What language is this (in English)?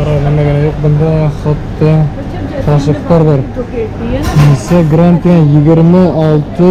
Bashkir